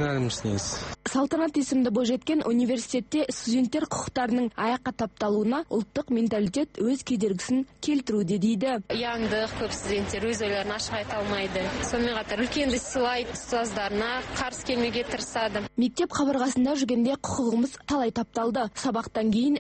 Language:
Kazakh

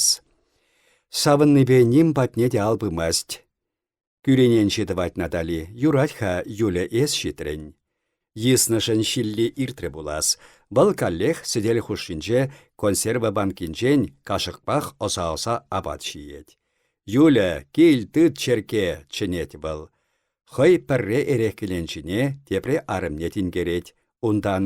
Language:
Chuvash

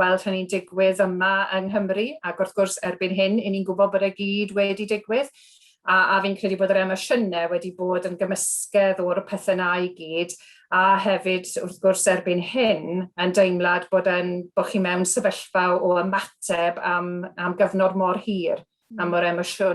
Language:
Welsh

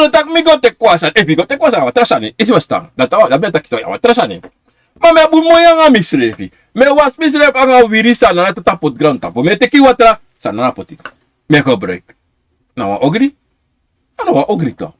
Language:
Sranan Tongo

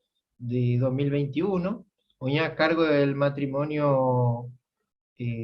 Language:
Guarani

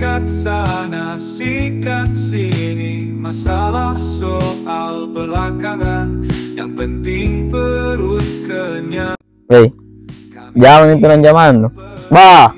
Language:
Makassar Malay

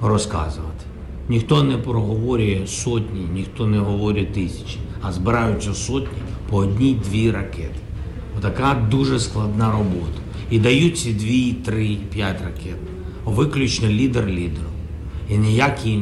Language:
Ukrainian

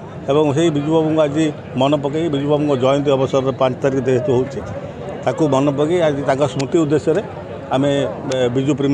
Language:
Odia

